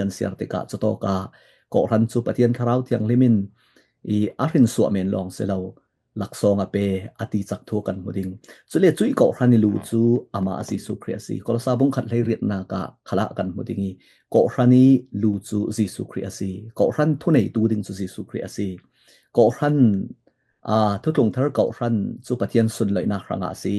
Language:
Falam Chin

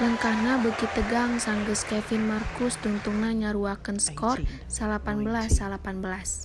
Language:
Sundanese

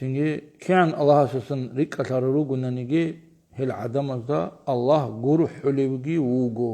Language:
Avaric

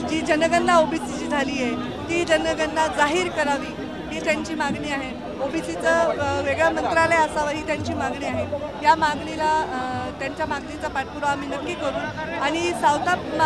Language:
Marathi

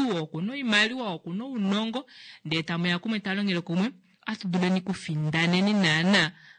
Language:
Kuanyama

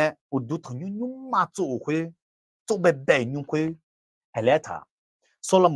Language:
Akha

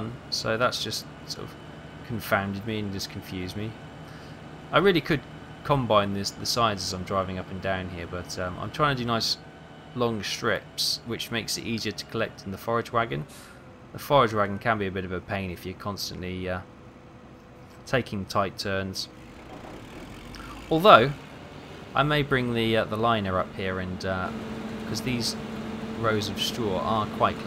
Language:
English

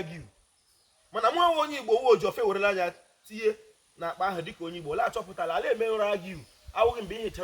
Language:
Igbo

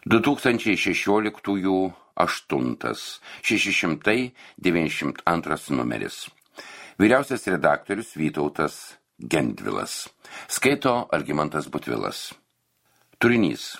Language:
Lithuanian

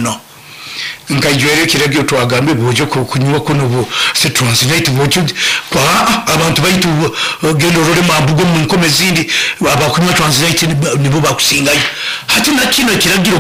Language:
Nyoro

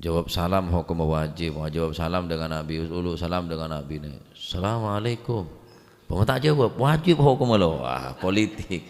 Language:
Madurese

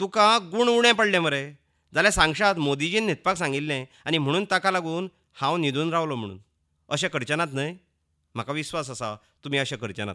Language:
Konkani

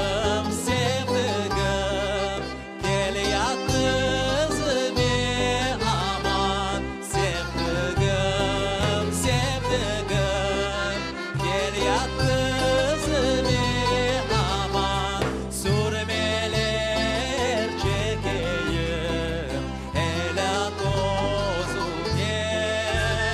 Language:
Crimean Tatar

